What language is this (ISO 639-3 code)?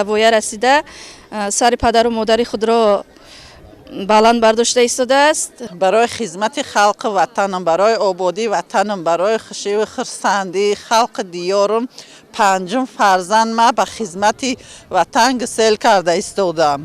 tgk